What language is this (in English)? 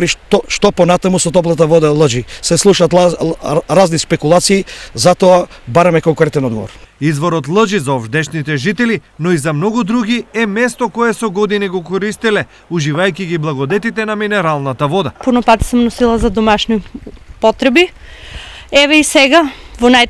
Macedonian